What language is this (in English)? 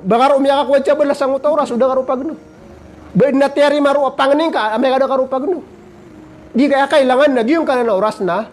Maranao